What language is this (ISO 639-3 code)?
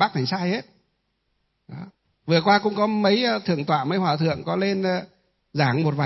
vie